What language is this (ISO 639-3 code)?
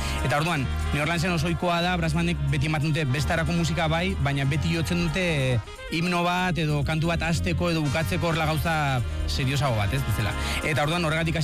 eus